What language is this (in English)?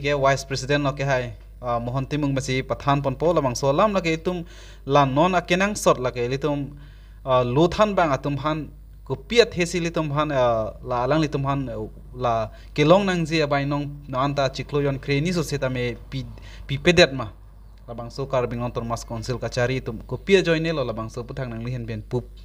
Karbi